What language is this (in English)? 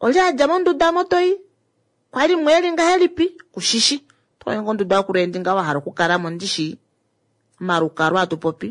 Kuanyama